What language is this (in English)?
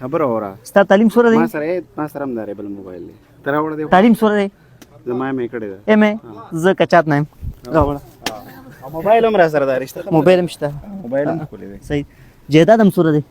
Pashto